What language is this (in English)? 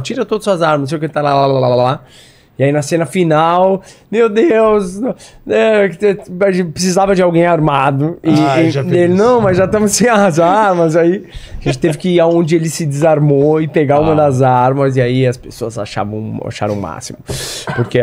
Portuguese